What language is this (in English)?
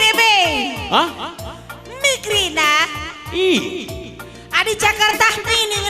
Batak Karo